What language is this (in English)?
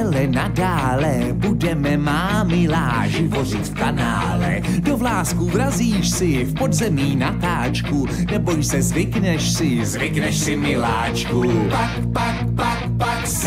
Czech